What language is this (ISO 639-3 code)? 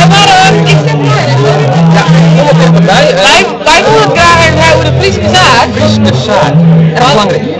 fry